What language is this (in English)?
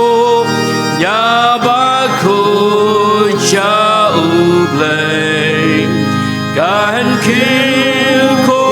Khasi